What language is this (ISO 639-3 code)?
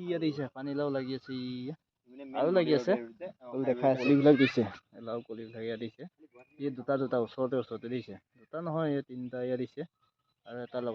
asm